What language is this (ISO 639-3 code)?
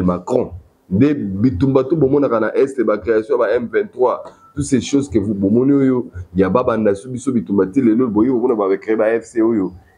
lin